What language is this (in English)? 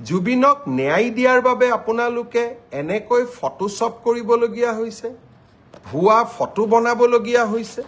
Assamese